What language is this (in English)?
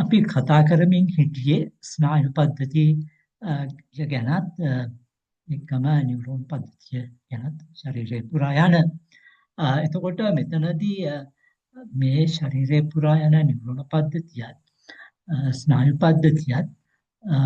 Sinhala